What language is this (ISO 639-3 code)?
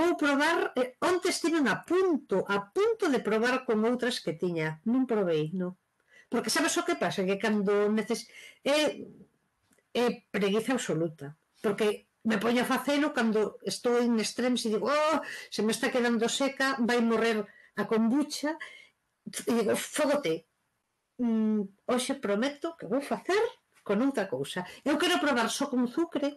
glg